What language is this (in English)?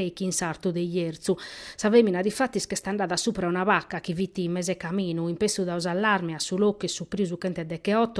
Sardinian